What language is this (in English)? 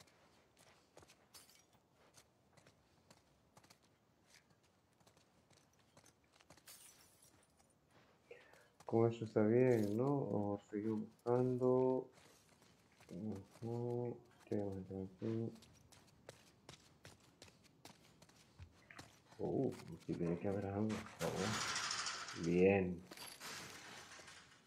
Spanish